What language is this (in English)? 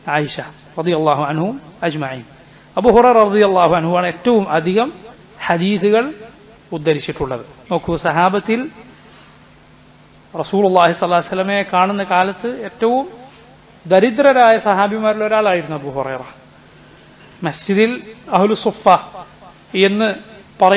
Malayalam